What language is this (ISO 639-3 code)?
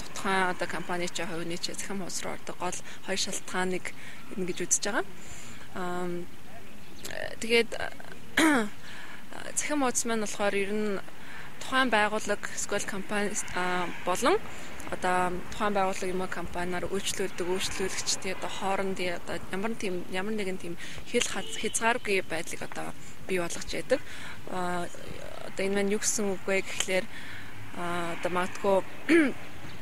mon